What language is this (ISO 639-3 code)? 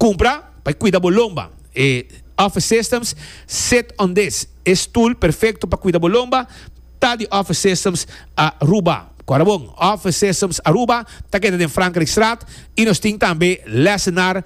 pap